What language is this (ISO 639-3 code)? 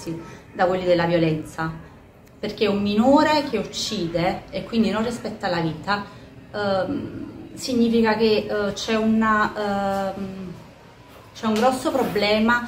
ita